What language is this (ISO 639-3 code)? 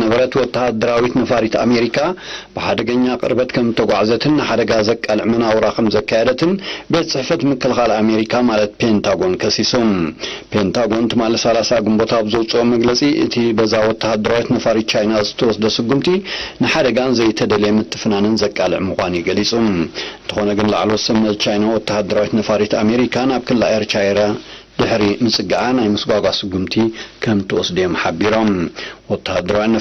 tir